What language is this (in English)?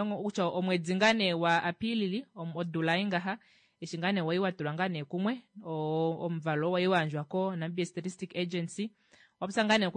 Kuanyama